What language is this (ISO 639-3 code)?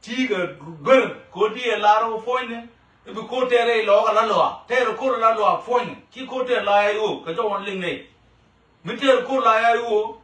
nus